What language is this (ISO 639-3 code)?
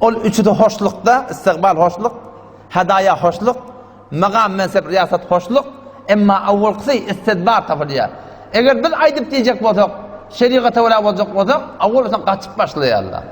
tuk